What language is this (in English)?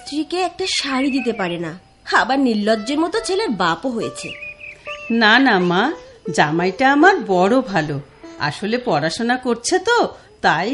Bangla